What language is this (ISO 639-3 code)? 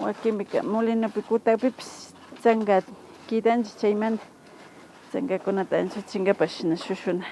qvi